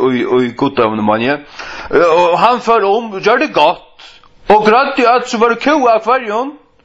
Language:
Faroese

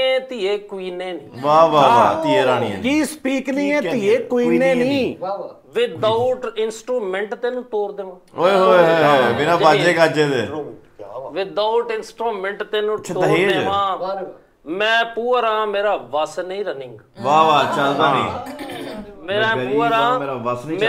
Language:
Punjabi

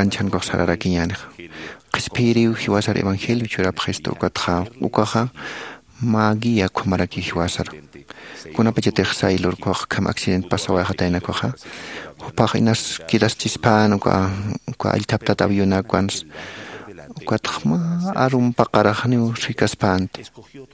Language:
Aymara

